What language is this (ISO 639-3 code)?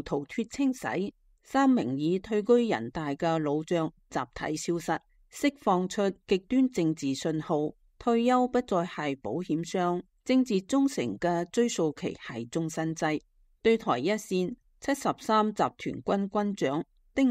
yue